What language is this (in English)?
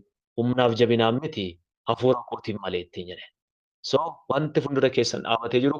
Oromo